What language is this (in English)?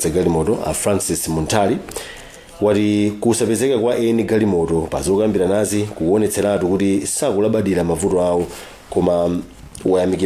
Nyanja